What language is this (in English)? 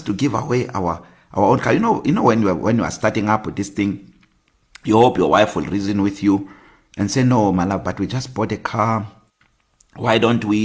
English